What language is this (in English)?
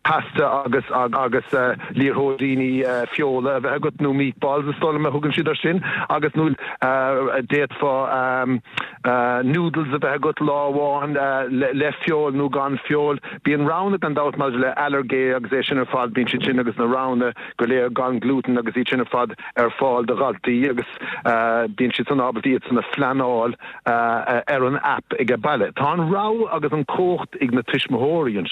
Irish